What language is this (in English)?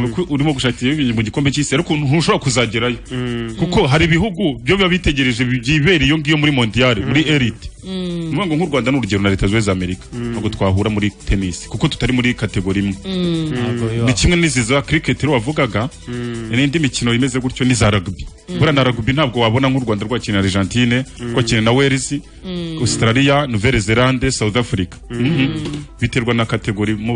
Kinyarwanda